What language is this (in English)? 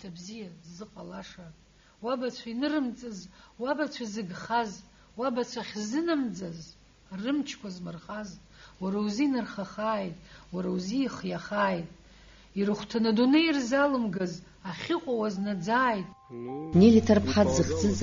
Abkhazian